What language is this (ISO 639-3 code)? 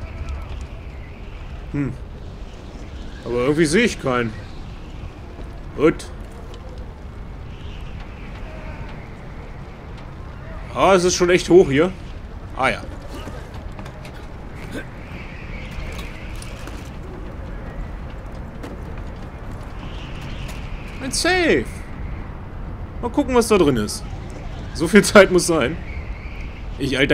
deu